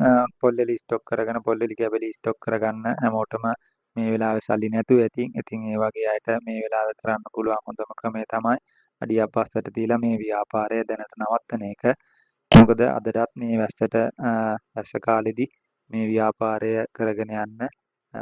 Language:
Sinhala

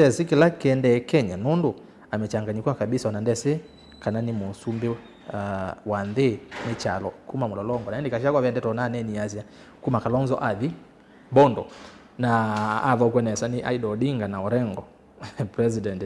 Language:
Kamba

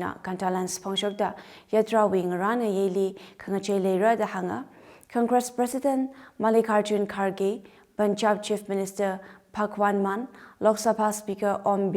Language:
Tangkhul Naga (India)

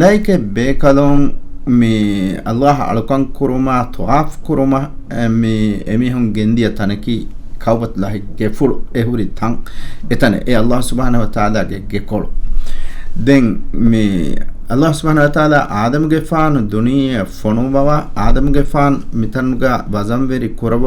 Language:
Divehi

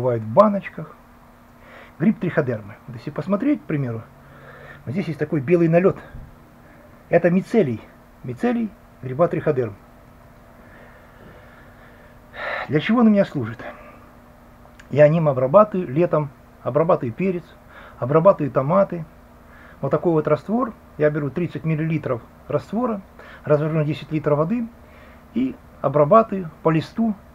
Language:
Russian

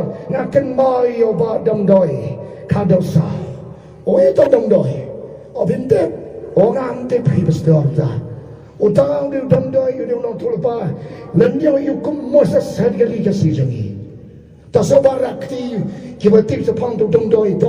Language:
Khasi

